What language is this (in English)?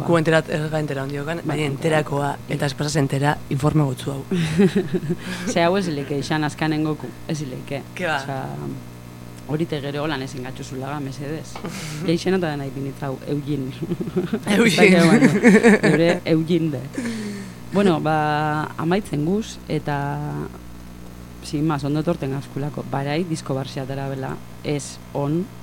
Basque